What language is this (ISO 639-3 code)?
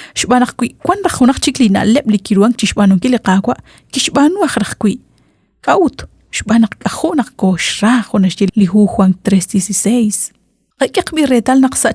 kek